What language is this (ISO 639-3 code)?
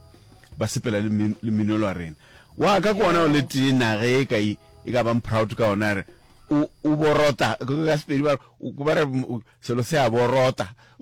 nso